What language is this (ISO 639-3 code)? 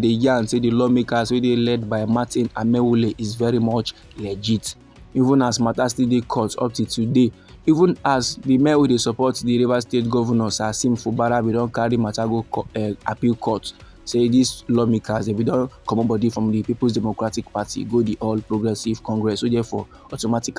pcm